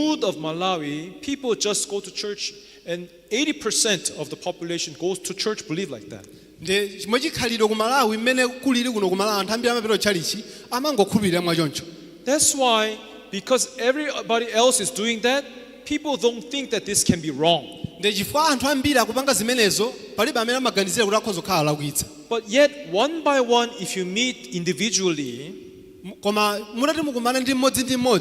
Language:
Nyanja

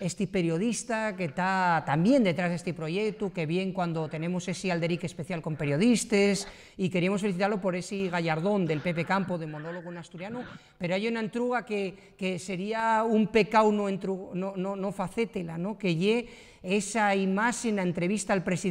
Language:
Asturian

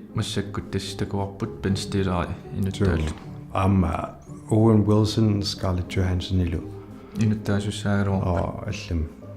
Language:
Kalaallisut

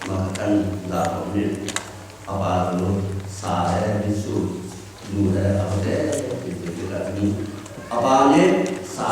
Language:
Hakha Chin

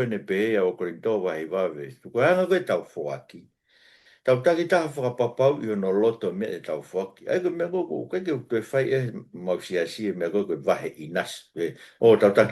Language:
Tongan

